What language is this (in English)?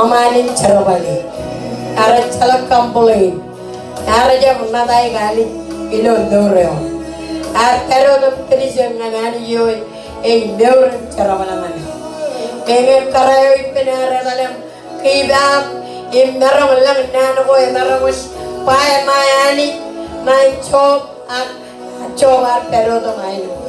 Marshallese